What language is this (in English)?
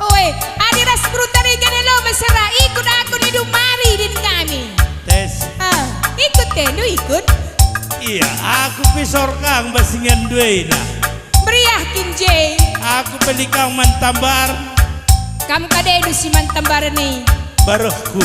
Batak Karo